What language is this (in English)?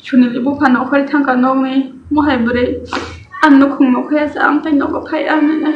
Kok Borok